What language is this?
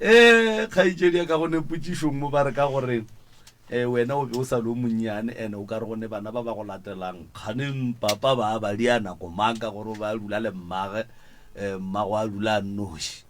Northern Sotho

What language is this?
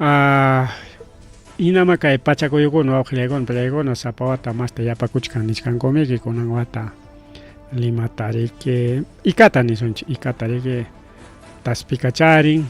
Ayacucho Quechua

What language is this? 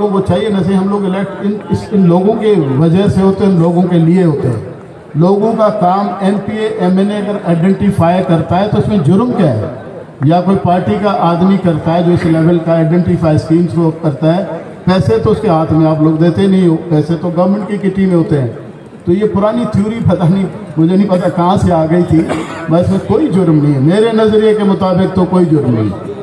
Urdu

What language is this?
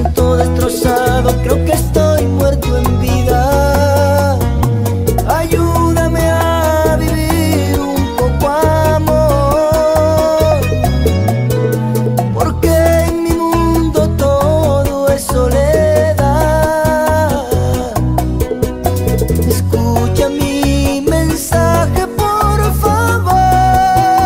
Spanish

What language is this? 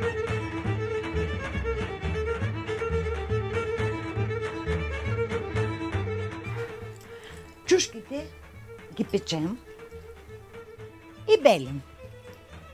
Bulgarian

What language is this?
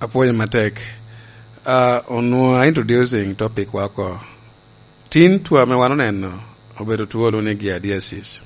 Lango (Uganda)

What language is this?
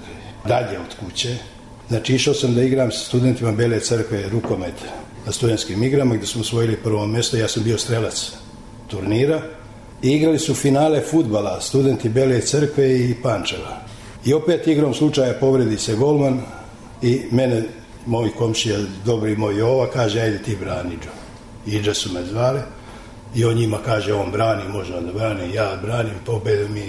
Serbian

